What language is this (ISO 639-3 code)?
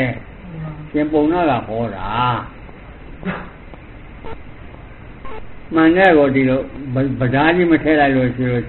mya